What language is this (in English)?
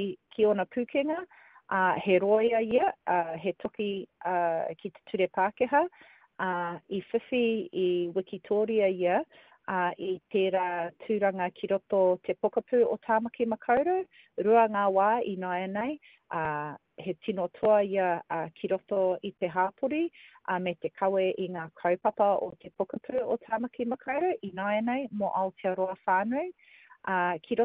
Māori